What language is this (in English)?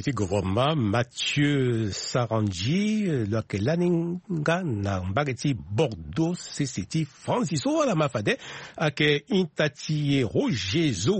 Sango